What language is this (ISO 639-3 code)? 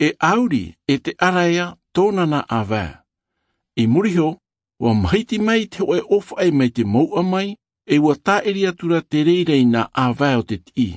tah